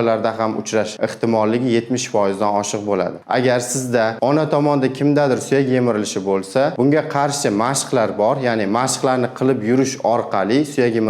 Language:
Uzbek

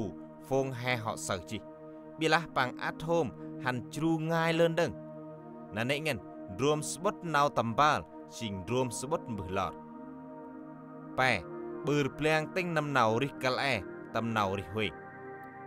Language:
Central Mnong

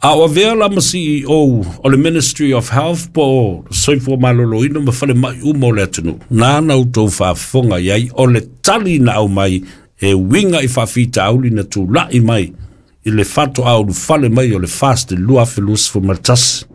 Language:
Samoan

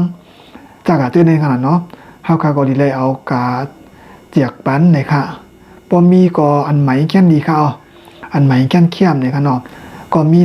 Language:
Shan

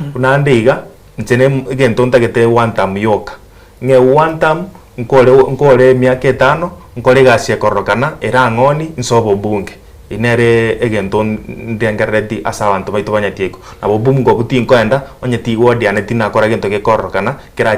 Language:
Gusii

